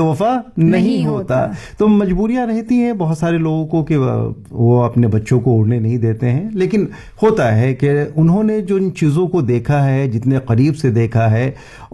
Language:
Urdu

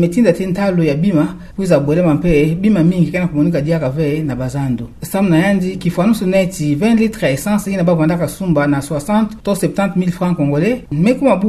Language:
Kituba (Democratic Republic of Congo)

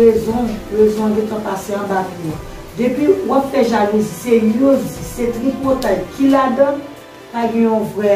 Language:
Haitian Creole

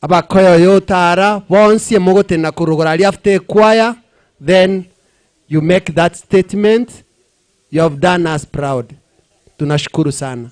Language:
Gusii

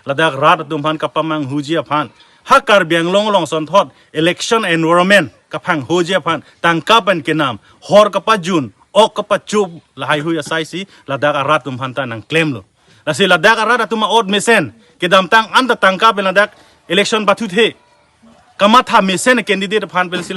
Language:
Karbi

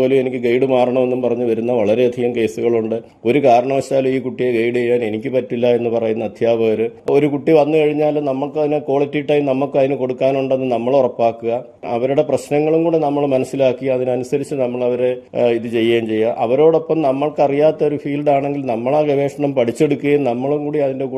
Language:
Malayalam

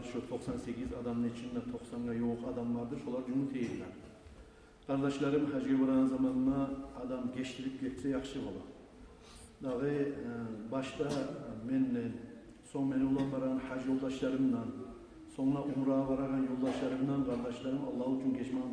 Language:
Kumyk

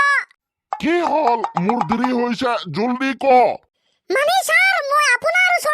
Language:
Assamese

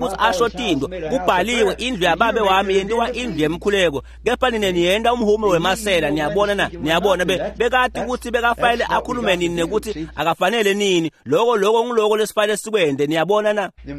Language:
Swati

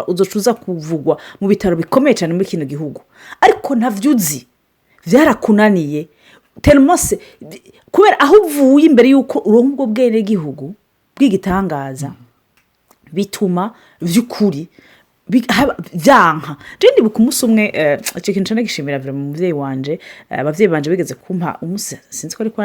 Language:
Rundi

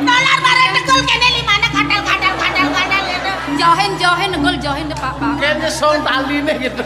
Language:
Balinese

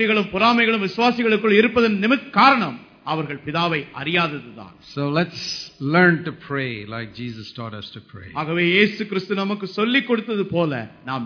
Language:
Tamil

